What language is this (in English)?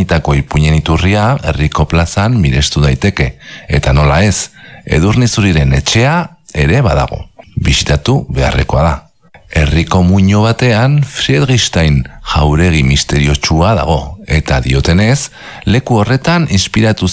Basque